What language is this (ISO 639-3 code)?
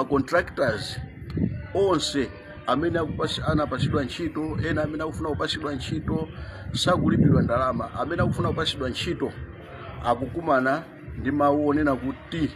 nya